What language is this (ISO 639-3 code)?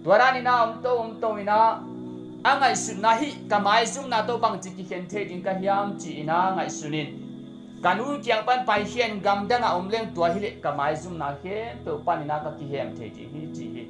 ctd